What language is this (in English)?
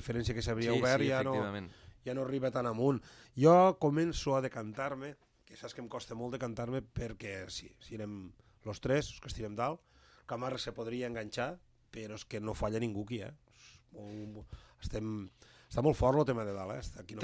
Catalan